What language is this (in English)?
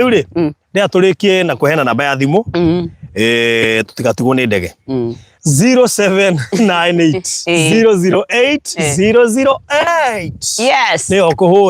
Kikuyu